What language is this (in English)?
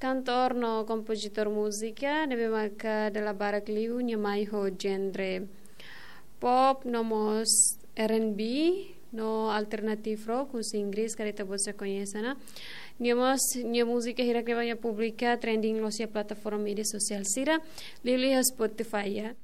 Tetum